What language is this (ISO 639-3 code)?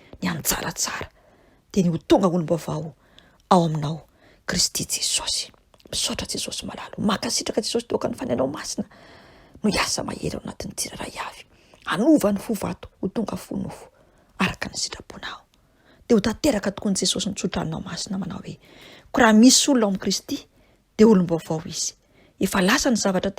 mlg